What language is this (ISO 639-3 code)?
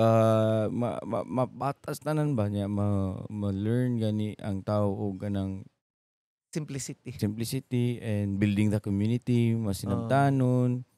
ceb